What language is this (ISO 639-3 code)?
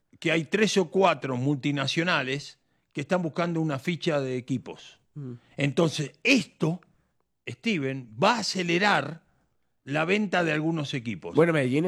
spa